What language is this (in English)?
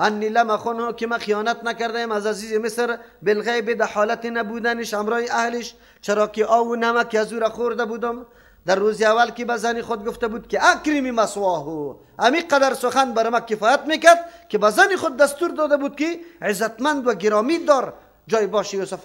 Persian